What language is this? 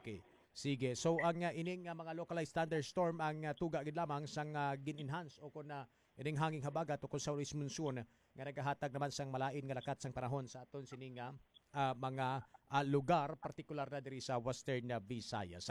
Hiligaynon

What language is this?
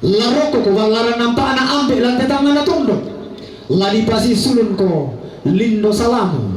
Toraja-Sa'dan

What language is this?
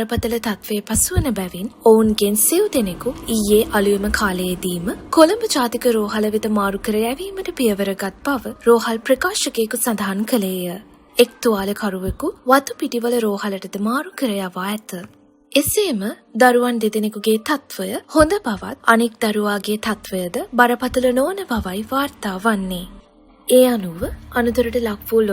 Sinhala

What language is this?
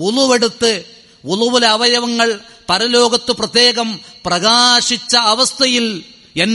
Malayalam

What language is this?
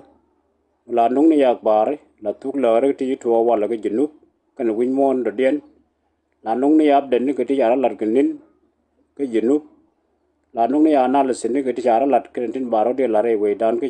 Nuer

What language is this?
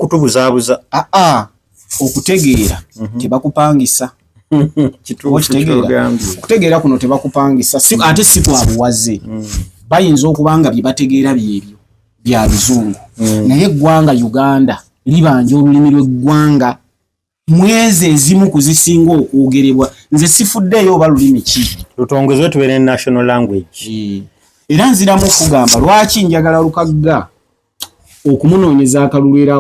Ganda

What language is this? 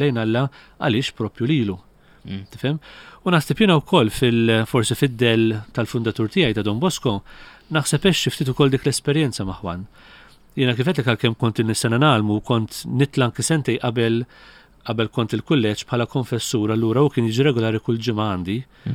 Maltese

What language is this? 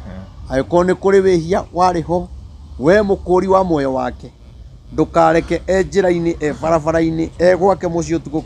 Kikuyu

